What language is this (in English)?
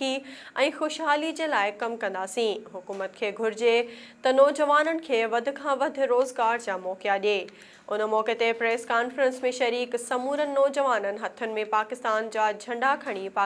Sindhi